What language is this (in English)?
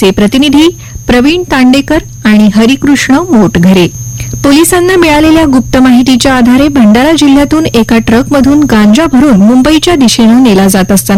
Marathi